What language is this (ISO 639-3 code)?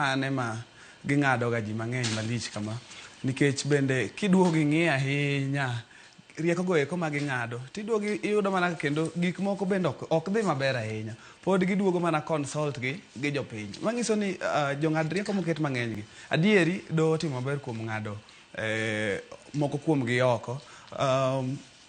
luo